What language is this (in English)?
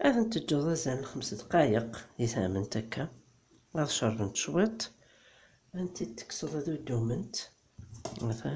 Kabyle